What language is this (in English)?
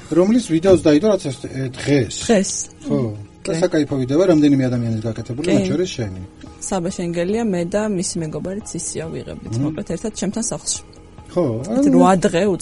Georgian